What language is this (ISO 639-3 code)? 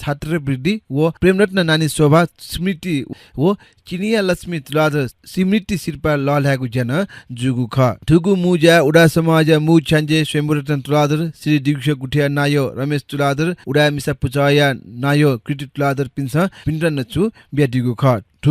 new